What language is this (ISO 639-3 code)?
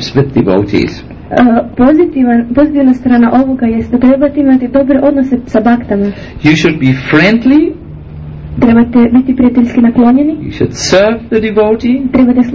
hrv